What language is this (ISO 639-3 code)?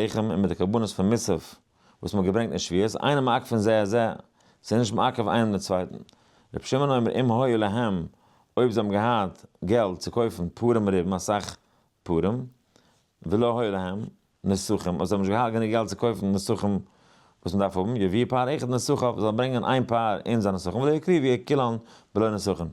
yid